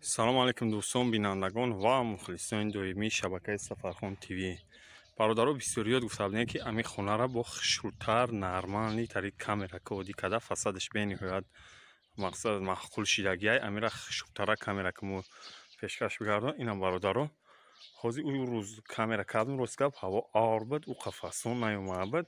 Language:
Tajik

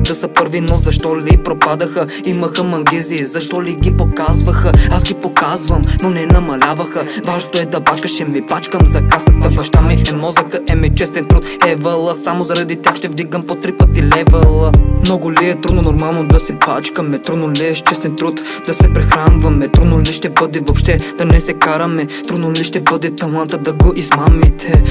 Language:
Bulgarian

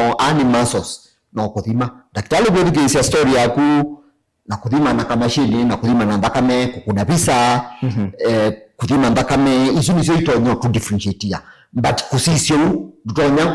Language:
Kamba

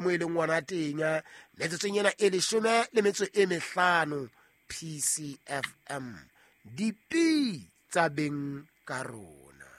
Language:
Southern Sotho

